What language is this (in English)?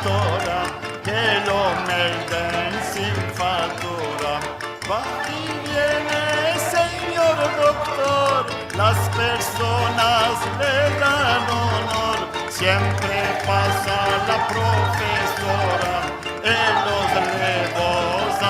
Ladino